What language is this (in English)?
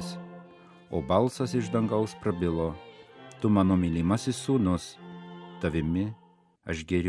Lithuanian